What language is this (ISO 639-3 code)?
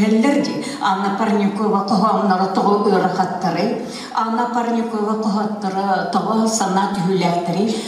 sah